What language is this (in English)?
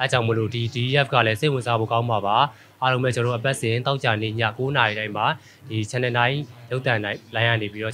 Burmese